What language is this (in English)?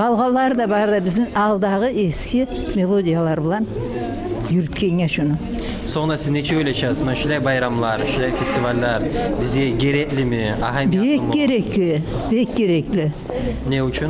Kumyk